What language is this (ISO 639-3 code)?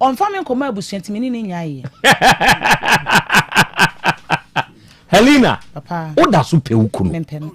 aka